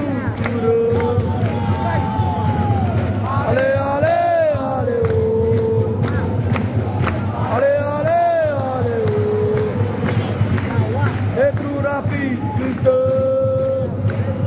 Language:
Romanian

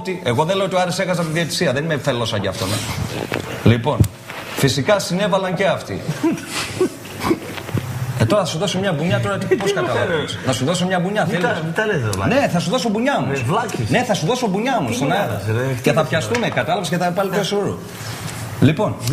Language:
Greek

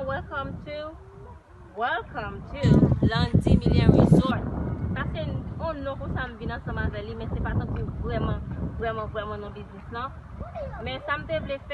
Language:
Haitian Creole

